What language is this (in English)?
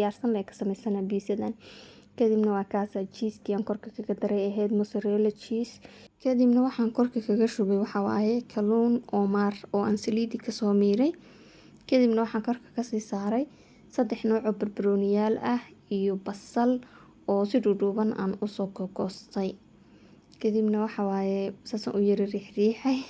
Somali